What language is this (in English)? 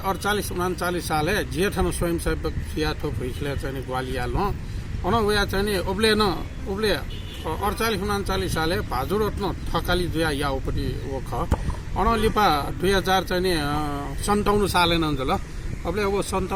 Newari